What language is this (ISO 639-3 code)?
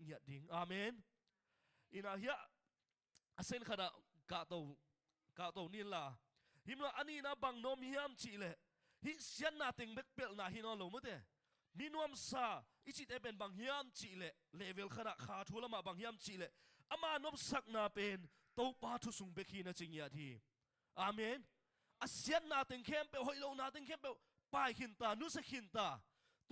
ctd